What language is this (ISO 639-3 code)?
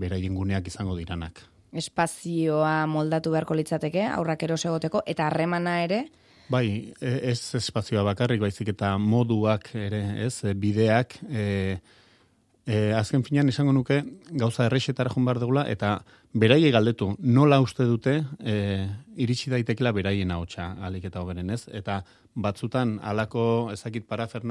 eus